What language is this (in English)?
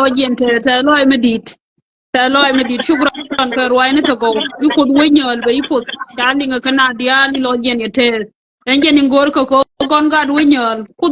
Nuer